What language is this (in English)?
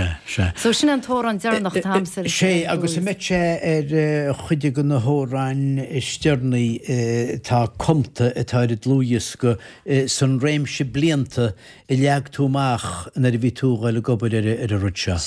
Irish